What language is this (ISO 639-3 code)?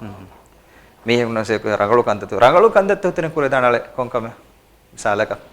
div